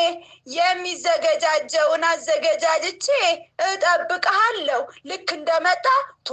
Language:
Amharic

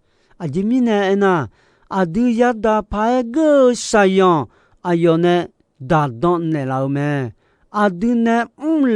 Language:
Akha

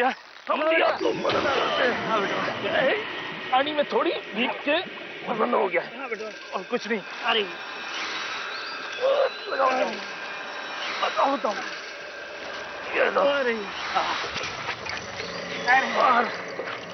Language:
Hindi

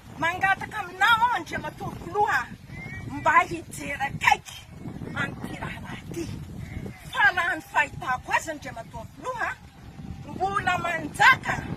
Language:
Malagasy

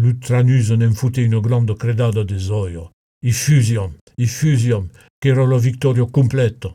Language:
Occitan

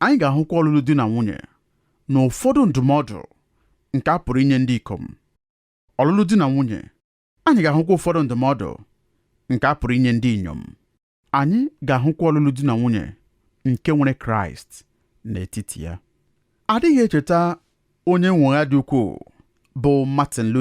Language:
Igbo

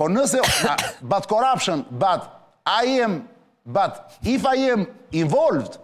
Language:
Albanian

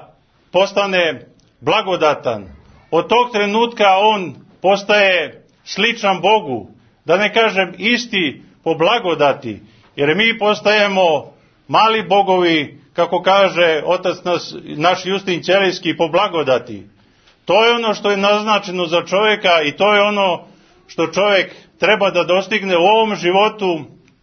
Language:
Serbian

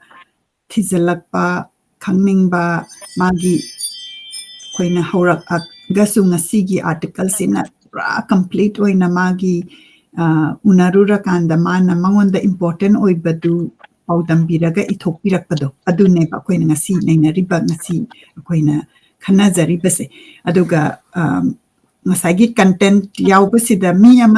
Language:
Manipuri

